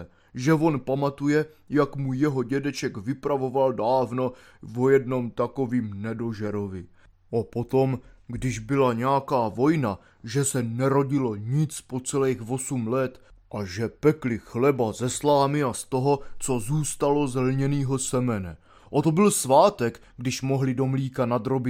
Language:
Czech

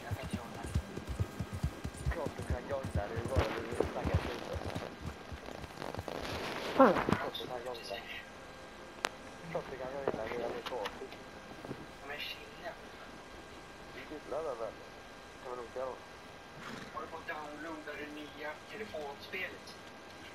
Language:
Swedish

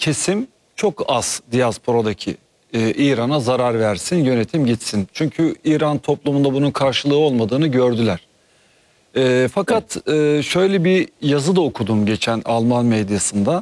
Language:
Turkish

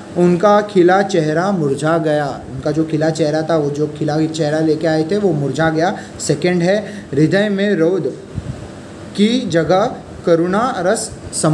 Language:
Hindi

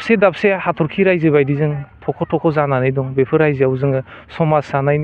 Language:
Bodo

